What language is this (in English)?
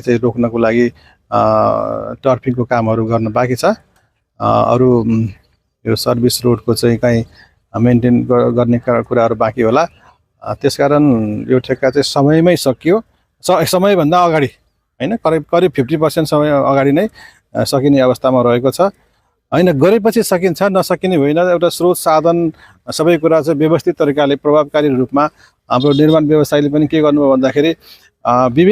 Nepali